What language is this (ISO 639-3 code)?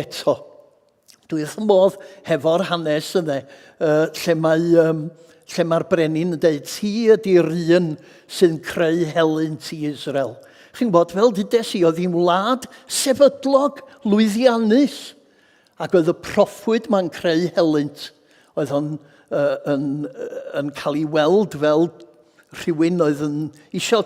cym